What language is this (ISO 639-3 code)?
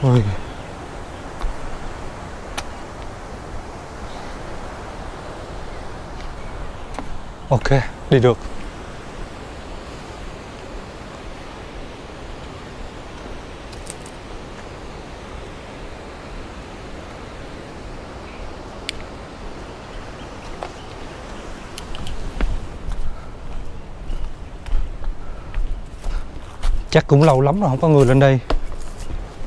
vie